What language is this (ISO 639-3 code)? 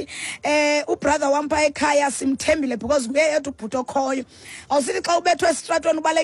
xho